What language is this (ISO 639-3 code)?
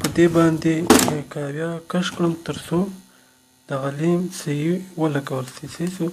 pus